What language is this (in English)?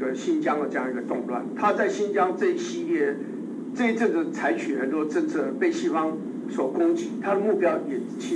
Chinese